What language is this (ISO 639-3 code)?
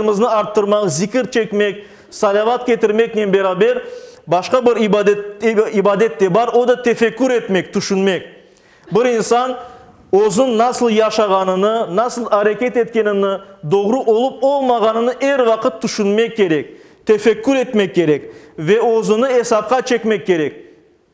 crh